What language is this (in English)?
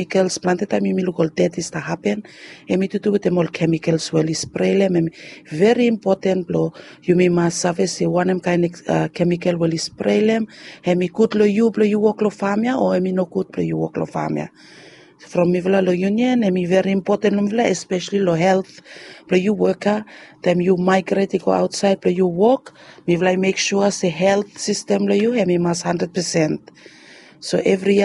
Bislama